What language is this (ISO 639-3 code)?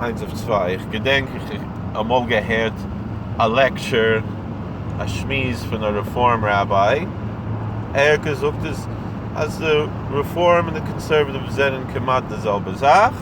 yid